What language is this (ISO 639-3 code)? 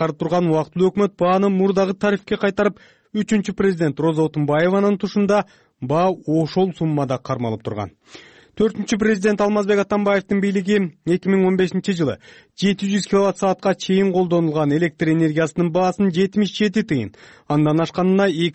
kir